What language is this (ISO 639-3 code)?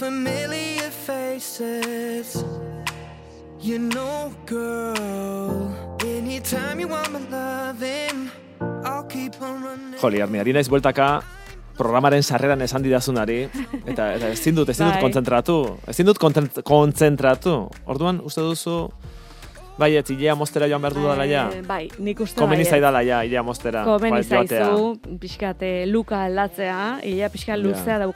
eus